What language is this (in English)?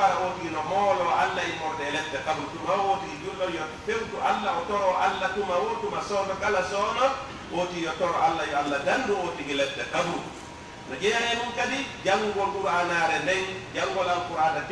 Pular